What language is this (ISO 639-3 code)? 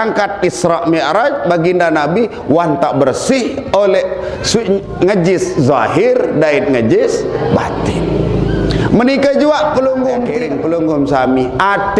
sas